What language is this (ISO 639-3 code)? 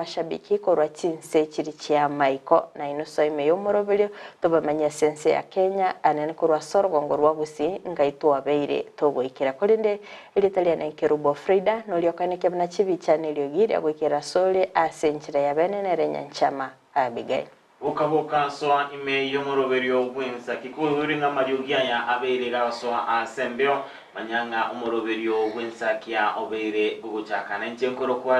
guz